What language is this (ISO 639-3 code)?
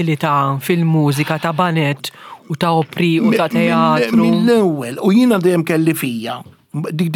mlt